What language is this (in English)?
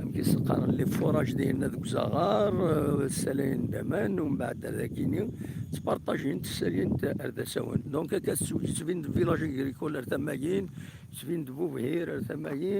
Kabyle